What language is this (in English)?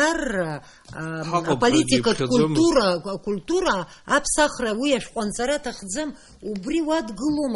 Abkhazian